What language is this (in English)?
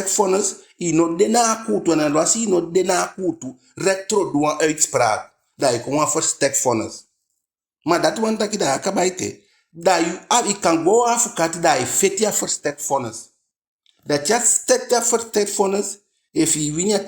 Eastern Maroon Creole